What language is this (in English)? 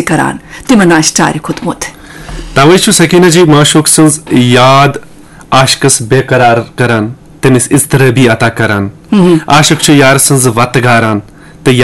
Kashmiri